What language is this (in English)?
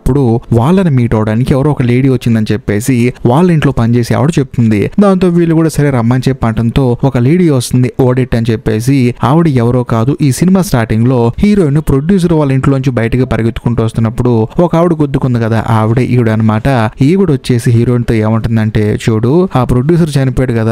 Telugu